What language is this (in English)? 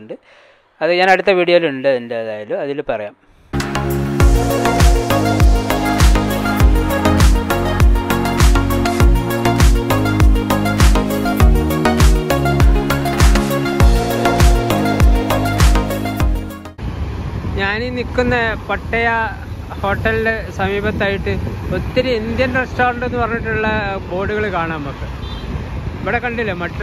Malayalam